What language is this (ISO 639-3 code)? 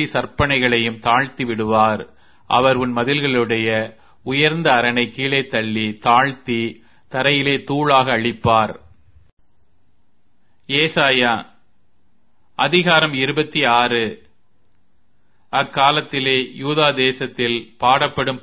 tam